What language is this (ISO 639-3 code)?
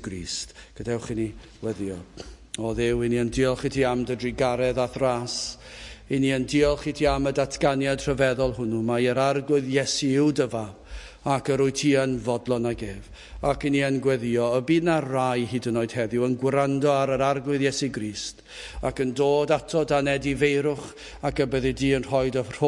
cym